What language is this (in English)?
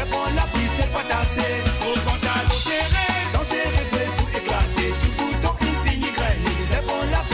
Morisyen